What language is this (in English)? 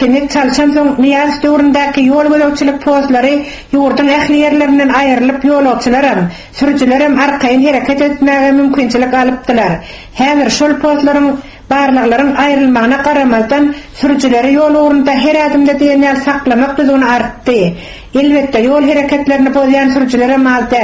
Turkmen